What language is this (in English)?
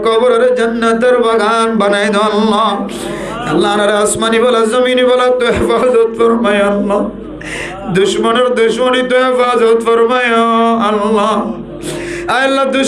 Rohingya